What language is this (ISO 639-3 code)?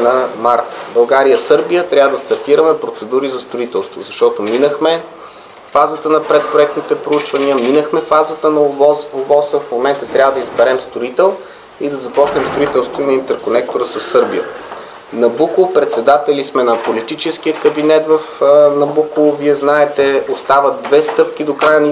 bul